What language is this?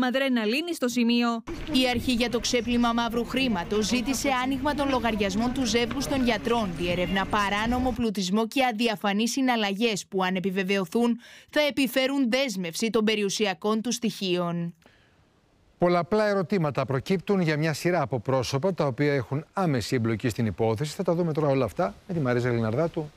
Greek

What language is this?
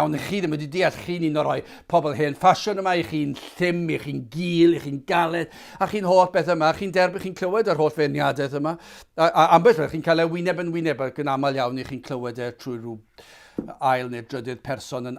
Welsh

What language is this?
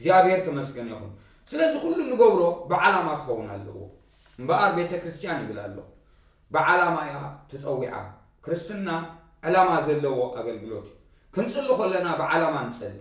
Tigrinya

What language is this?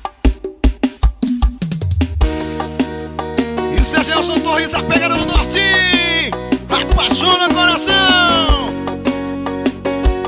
Portuguese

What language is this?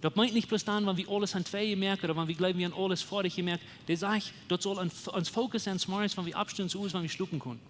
Plautdietsch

